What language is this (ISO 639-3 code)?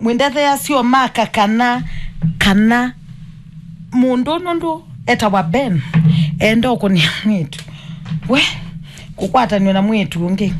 kam